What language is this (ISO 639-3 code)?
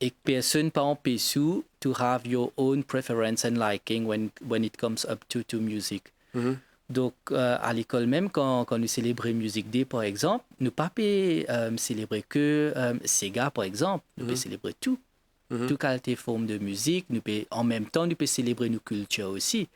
mfe